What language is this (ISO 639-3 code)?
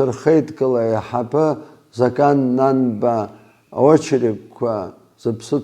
abk